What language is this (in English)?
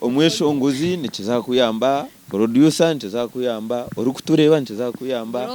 Nyankole